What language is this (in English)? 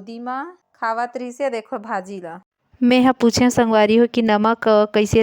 Chhattisgarhi